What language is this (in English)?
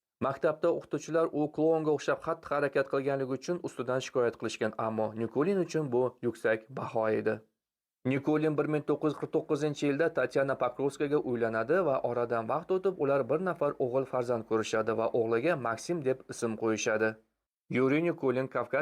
Uzbek